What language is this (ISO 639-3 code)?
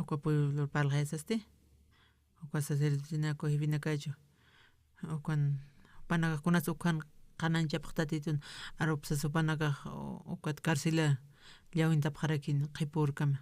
aym